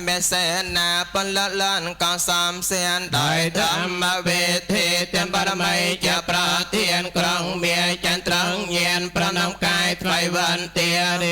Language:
Khmer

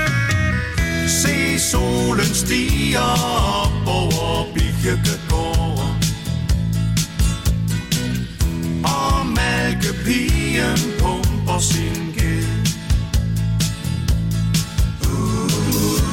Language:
Danish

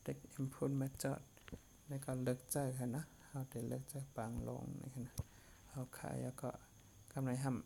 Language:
Shan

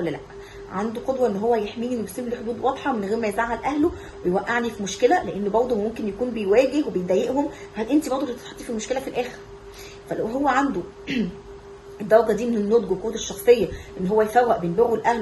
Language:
Egyptian Arabic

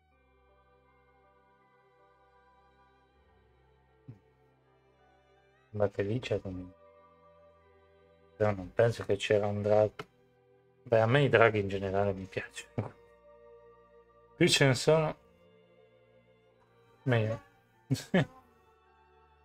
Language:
Italian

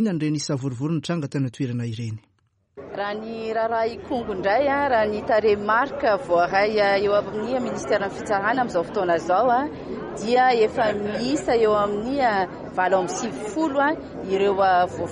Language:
Malagasy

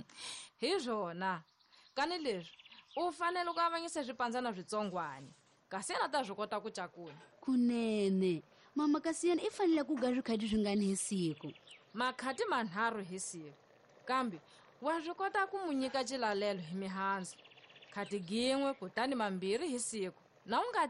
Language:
Tsonga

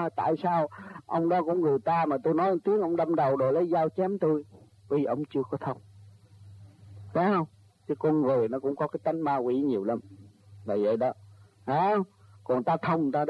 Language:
Vietnamese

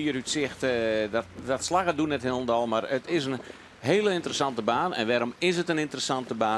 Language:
Western Frisian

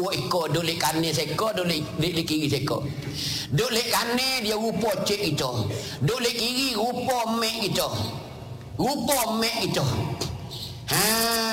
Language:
Malay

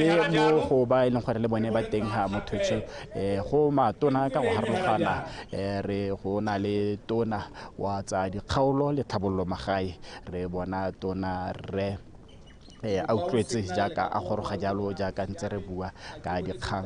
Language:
Tswana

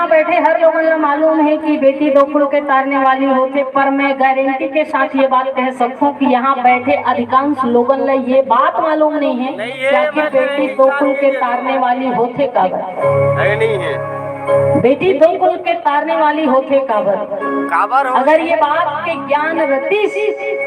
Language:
Chhattisgarhi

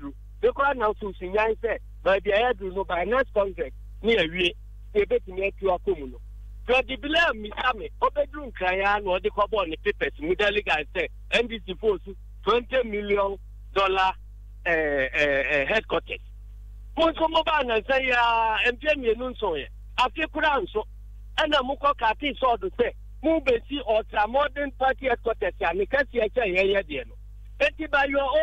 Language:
Akan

